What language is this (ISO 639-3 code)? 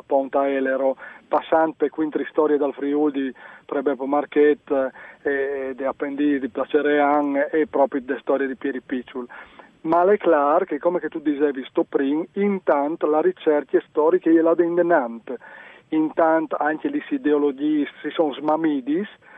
fur